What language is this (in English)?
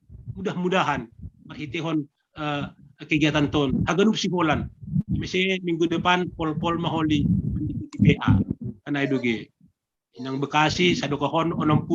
Batak Simalungun